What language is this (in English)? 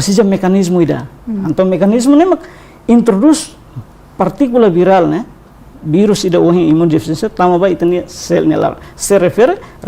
Tetum